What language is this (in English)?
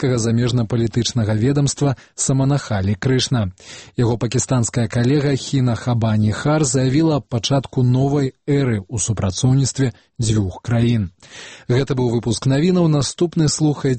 Belarusian